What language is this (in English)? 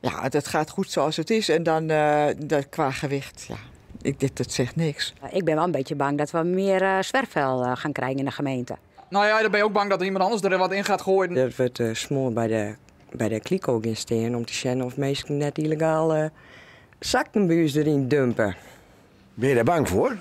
Western Frisian